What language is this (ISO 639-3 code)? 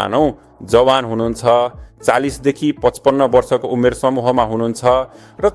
nep